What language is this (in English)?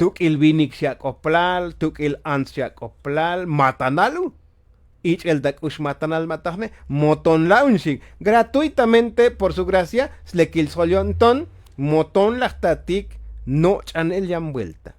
Tzotzil